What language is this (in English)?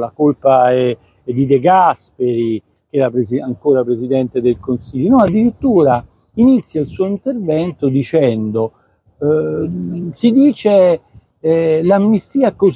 Italian